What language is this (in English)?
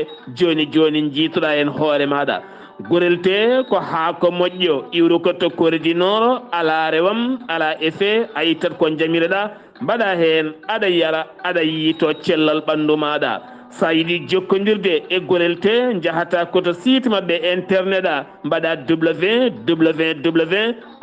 Fula